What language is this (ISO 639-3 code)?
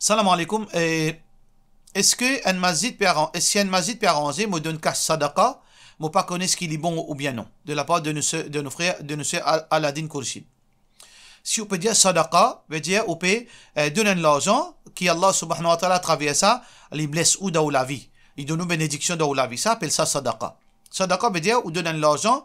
mfe